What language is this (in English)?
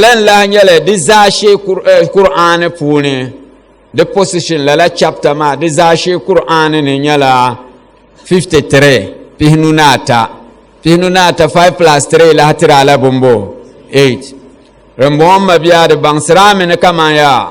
Dagbani